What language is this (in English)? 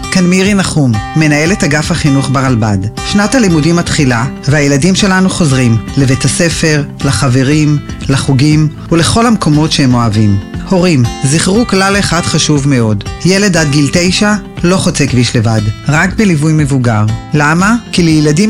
Hebrew